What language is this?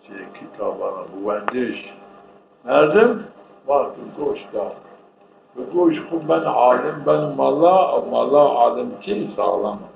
Zaza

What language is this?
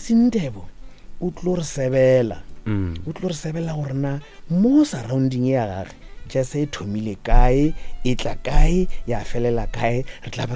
Northern Sotho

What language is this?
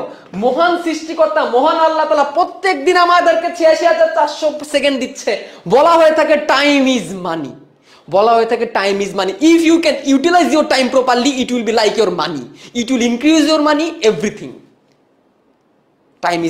Bangla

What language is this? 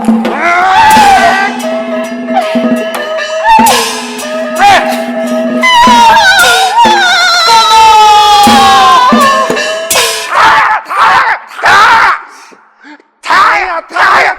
Pu-Xian Chinese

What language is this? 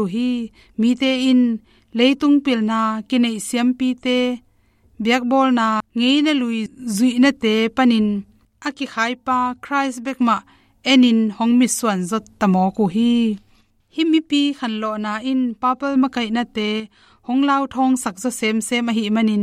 Tedim Chin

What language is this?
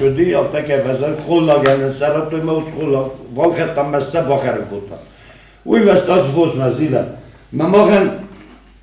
Ossetic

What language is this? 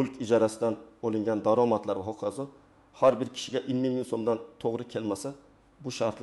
Uzbek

